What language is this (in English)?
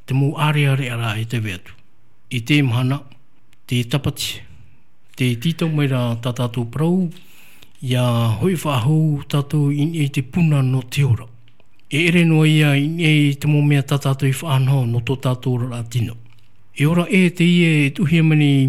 Tahitian